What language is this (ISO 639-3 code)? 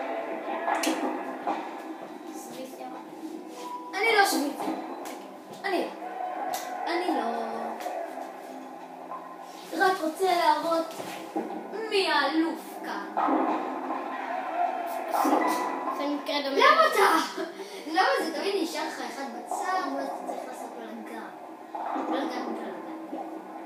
heb